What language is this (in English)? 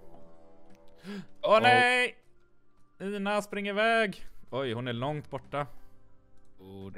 Swedish